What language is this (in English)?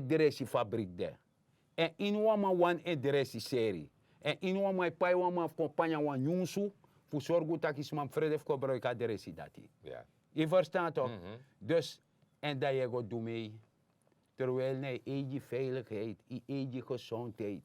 Sranan Tongo